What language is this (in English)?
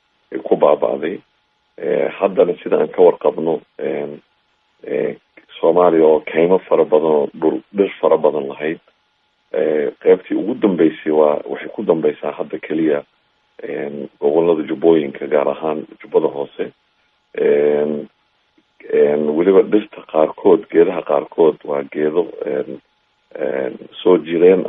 Somali